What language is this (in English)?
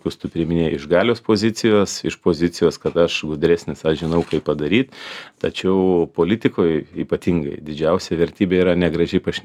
Lithuanian